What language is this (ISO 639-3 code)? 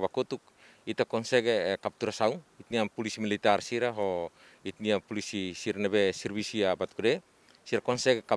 tet